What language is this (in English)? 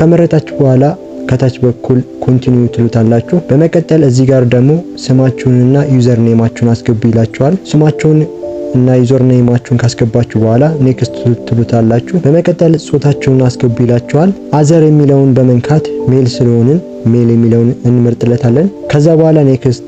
Amharic